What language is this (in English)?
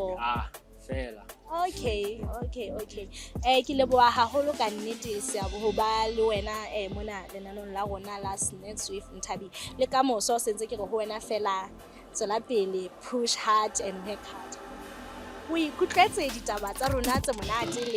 Southern Sotho